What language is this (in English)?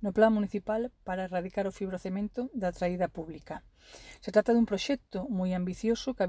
Galician